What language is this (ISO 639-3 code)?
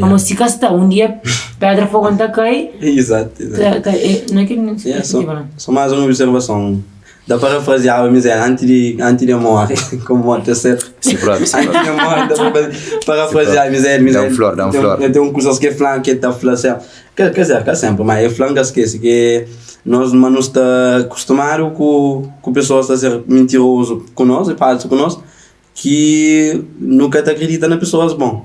kea